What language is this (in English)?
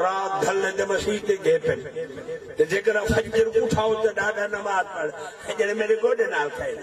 Saraiki